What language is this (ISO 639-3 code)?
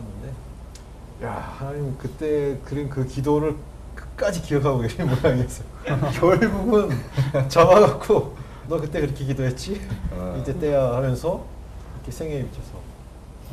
kor